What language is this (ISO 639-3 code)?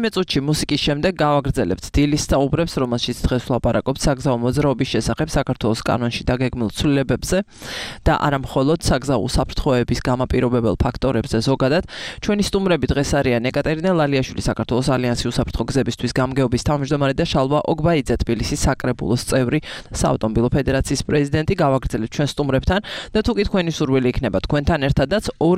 kat